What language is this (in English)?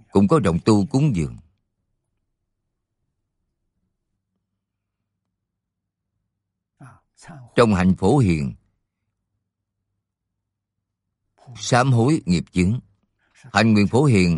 Vietnamese